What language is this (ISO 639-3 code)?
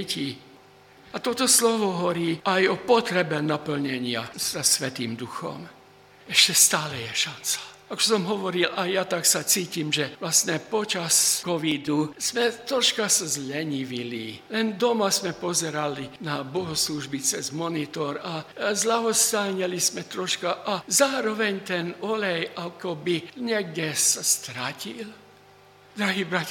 slk